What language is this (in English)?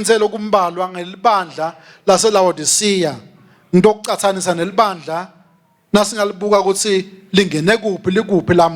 Swati